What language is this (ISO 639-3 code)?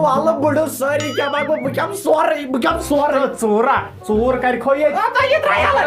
kas